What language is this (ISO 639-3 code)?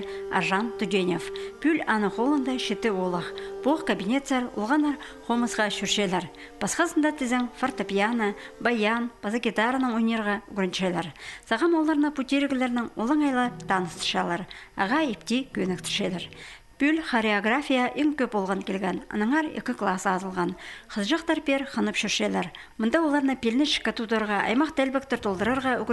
kjh